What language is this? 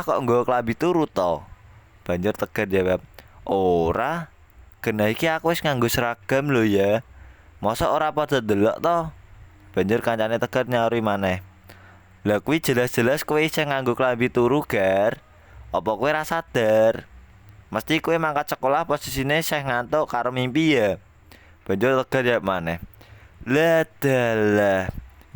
Javanese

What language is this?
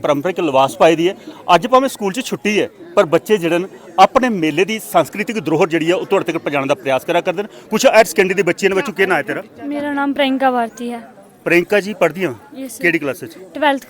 Dogri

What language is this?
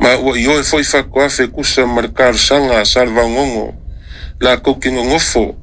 Samoan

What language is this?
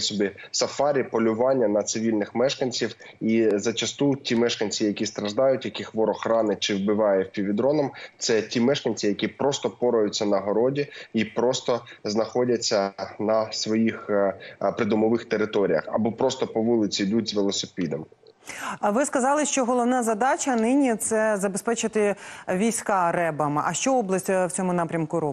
Ukrainian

